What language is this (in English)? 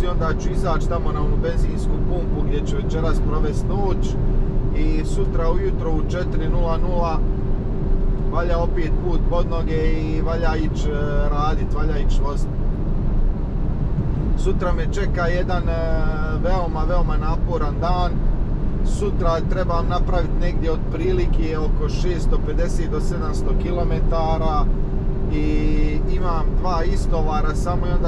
Croatian